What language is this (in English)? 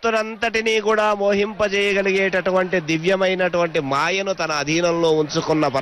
Telugu